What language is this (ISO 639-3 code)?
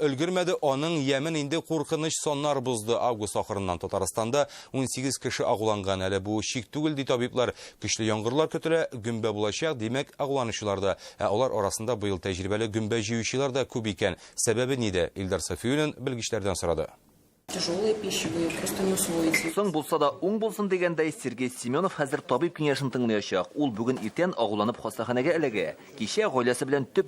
tat